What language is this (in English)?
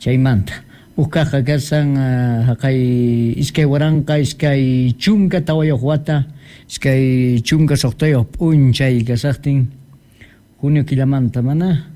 Quechua